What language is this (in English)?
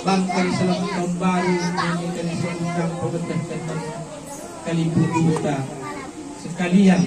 Batak Karo